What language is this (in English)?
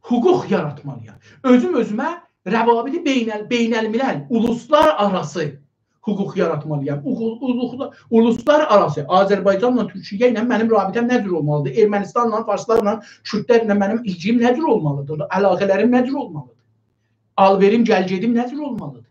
South Azerbaijani